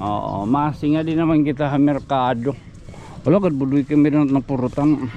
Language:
Waray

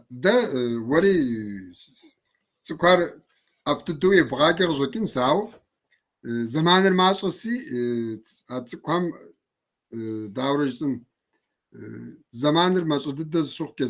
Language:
Kabardian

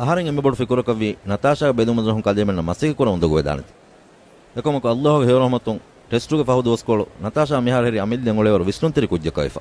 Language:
Divehi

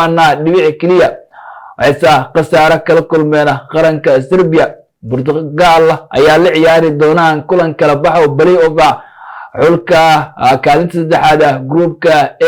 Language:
Somali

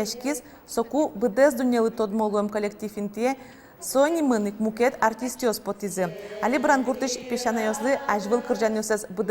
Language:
Udmurt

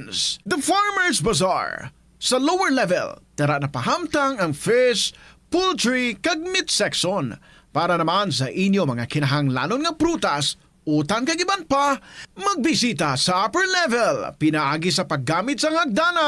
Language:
Hiligaynon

